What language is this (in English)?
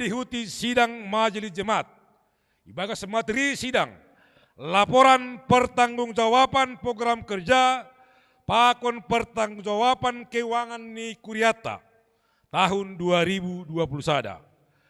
Batak Simalungun